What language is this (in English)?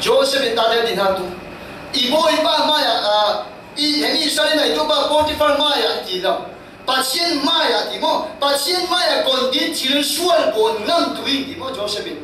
Falam Chin